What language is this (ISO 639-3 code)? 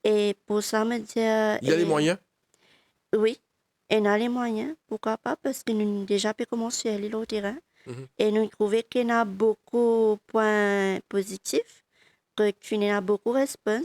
mfe